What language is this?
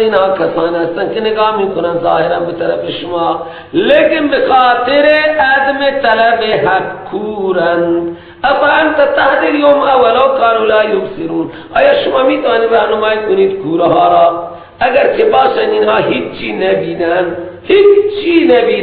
Persian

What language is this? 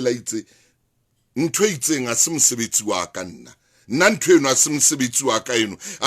Southern Sotho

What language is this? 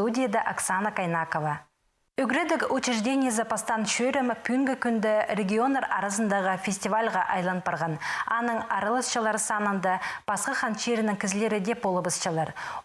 Khakas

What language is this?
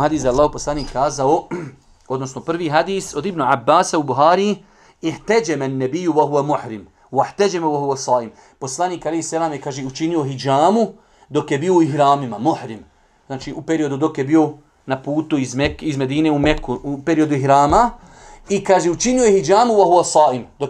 Bosnian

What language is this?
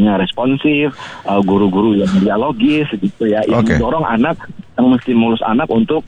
Indonesian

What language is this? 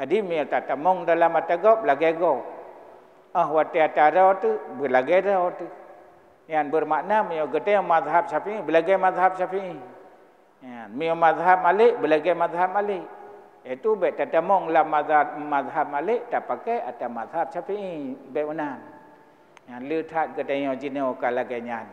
Achinese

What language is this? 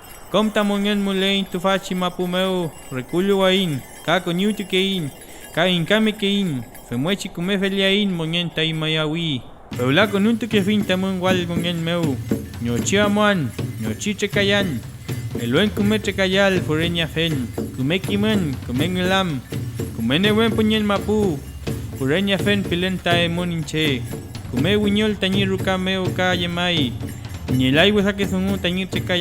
Mapuche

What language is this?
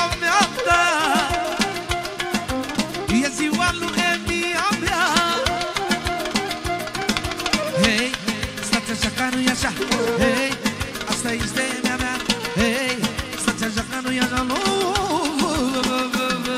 Romanian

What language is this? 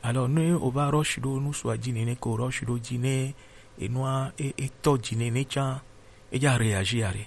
Gen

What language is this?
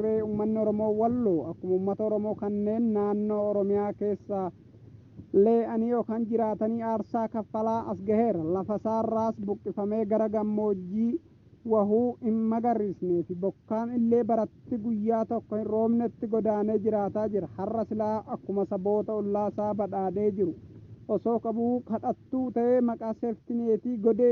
Oromo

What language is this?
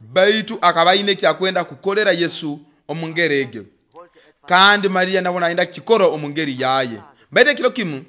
Nyoro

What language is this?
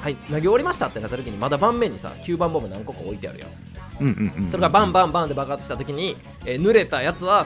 Japanese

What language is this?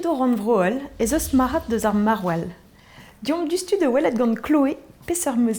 Breton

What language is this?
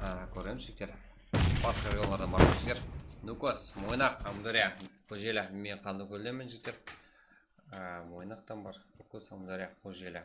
Kara-Kalpak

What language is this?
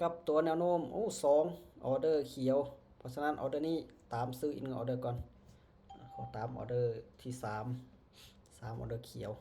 Lao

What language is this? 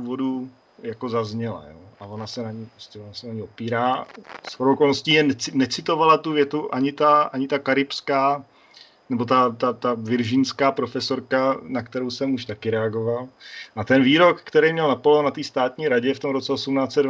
Czech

